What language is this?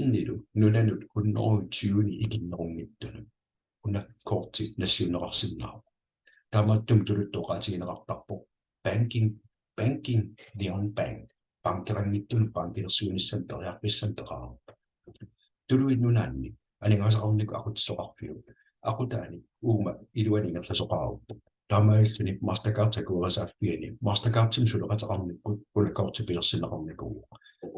Kalaallisut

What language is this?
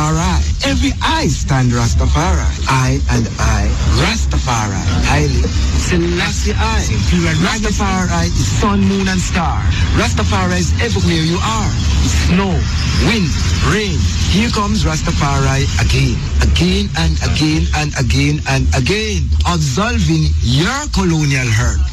Swahili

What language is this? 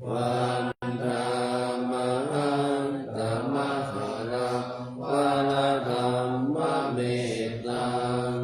Pali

